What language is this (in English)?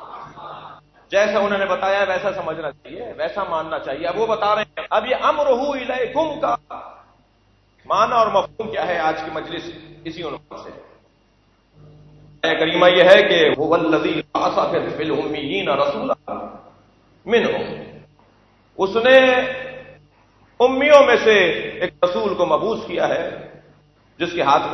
Urdu